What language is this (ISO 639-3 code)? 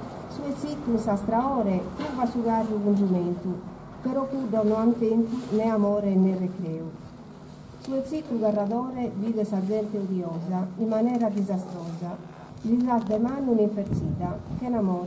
srd